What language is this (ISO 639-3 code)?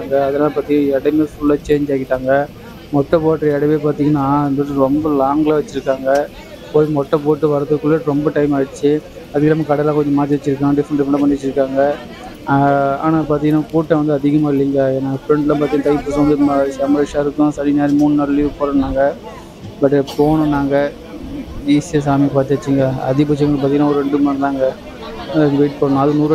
tam